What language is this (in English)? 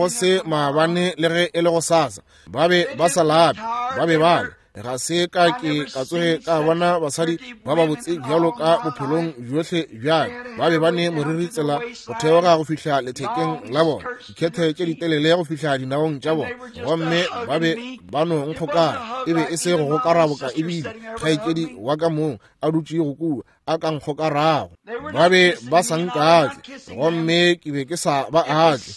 Northern Sotho